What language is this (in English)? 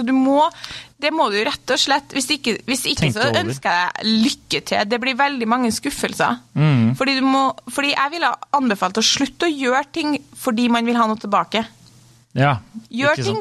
Norwegian